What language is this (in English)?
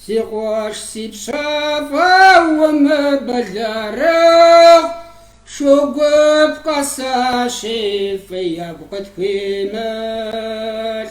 Kabardian